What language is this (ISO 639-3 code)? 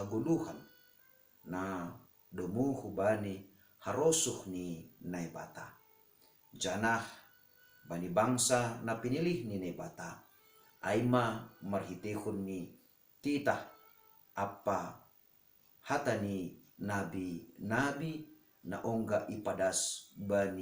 bts